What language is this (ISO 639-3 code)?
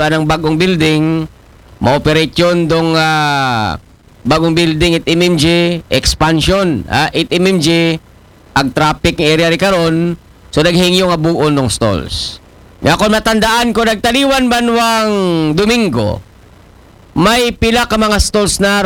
akl